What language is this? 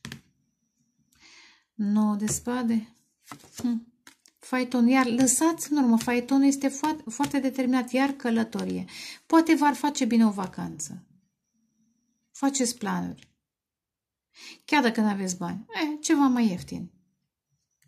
Romanian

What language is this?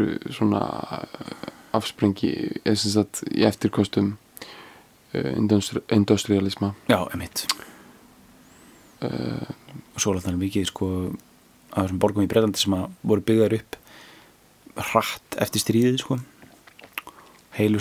Icelandic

